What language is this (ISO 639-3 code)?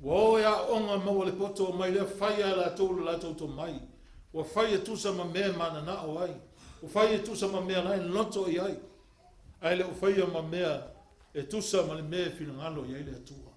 smo